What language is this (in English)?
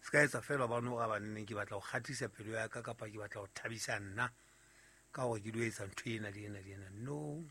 Southern Sotho